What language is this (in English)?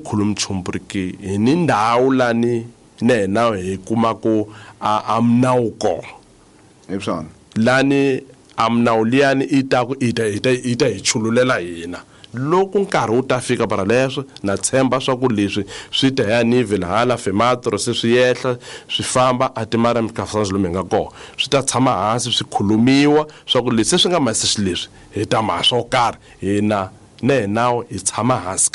Tsonga